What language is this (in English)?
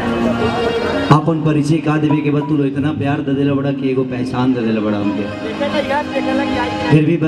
Bhojpuri